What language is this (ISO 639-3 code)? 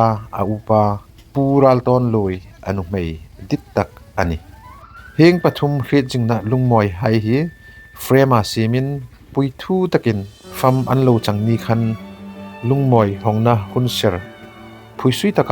hmr